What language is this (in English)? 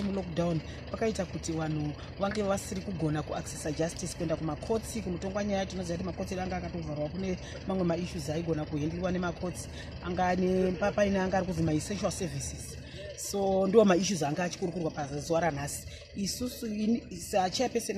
Shona